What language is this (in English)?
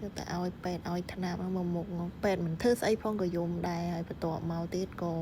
Khmer